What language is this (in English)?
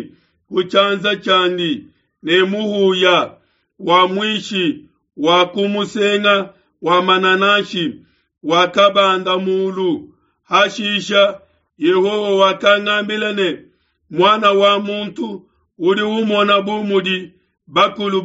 Luba-Lulua